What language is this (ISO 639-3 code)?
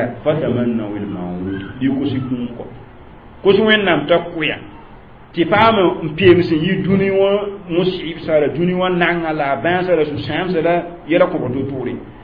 mos